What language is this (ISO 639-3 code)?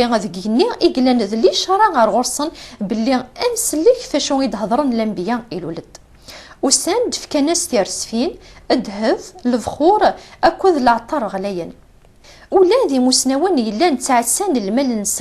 kab